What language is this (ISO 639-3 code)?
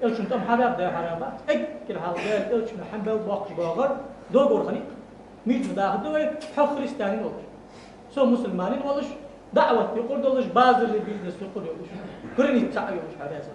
inh